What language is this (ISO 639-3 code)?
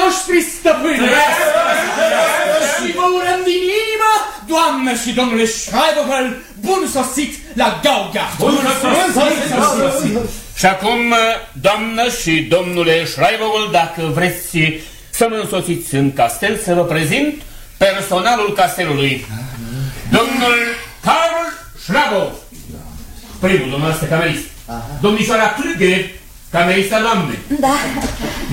ron